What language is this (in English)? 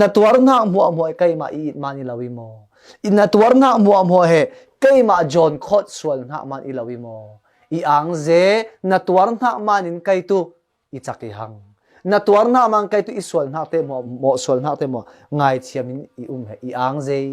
Falam Chin